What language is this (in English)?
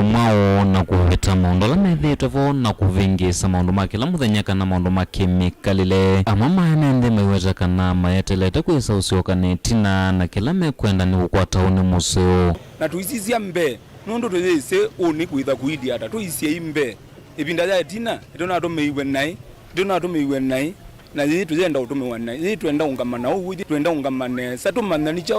Kamba